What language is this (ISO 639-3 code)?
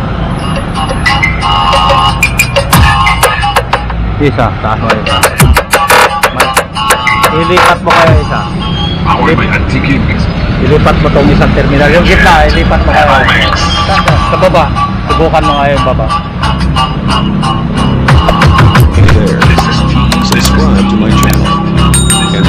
fil